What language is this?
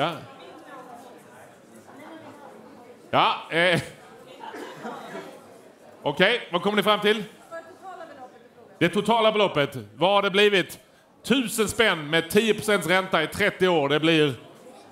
Swedish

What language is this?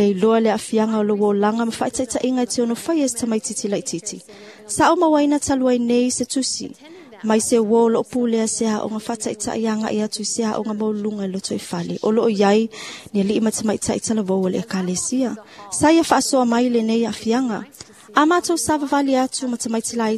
Samoan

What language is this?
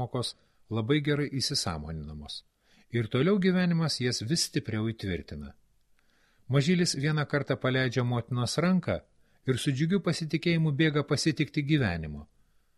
Lithuanian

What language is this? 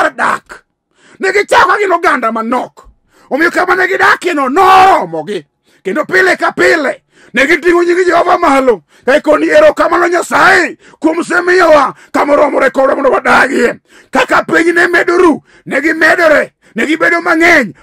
Luo (Kenya and Tanzania)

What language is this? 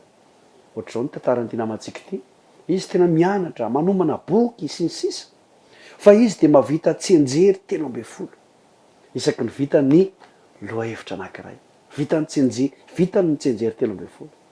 Malagasy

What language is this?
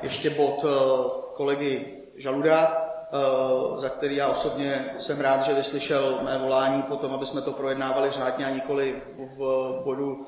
Czech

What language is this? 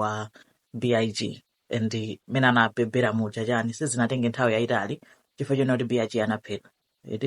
Nyanja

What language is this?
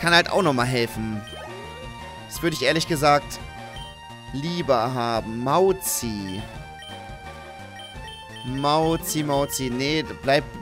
German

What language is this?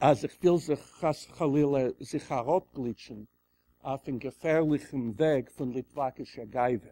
Yiddish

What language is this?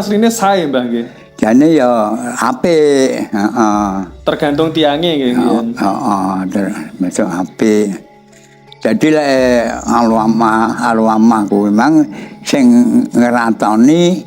Javanese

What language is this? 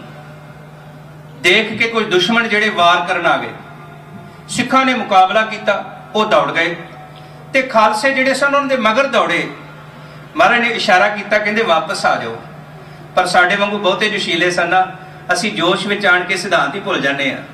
Punjabi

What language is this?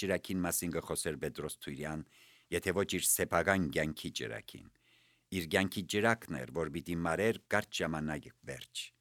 Armenian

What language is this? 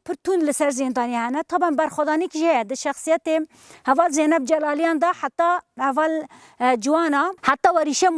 Kurdish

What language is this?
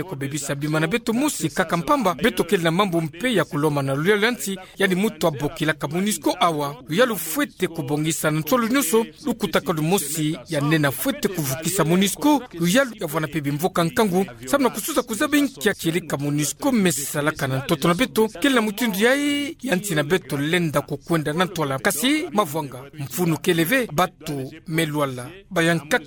Kituba (Democratic Republic of Congo)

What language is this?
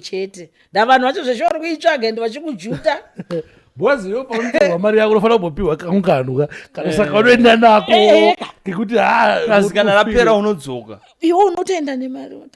Shona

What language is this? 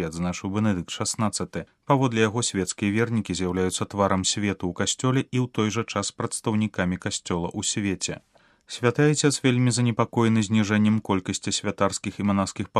Belarusian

